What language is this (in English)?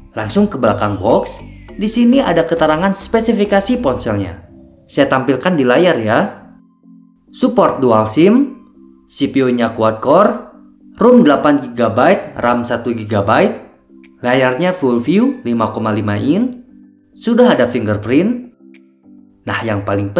Indonesian